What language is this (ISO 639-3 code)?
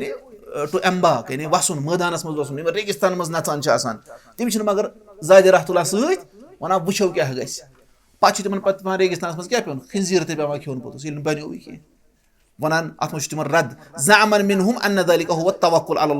kas